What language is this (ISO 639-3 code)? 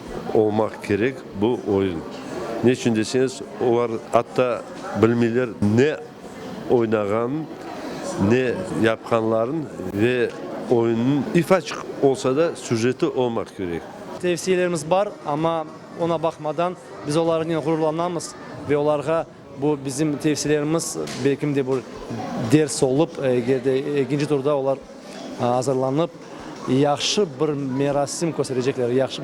crh